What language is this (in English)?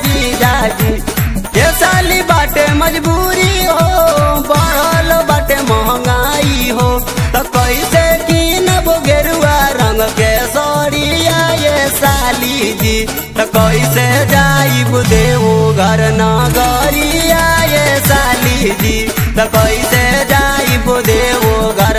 Bhojpuri